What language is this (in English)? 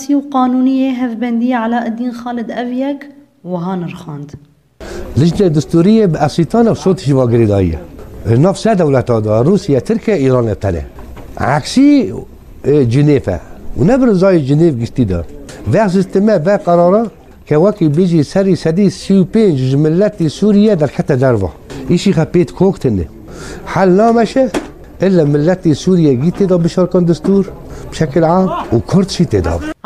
Kurdish